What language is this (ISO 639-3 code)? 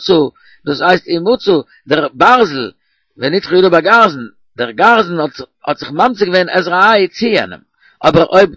yid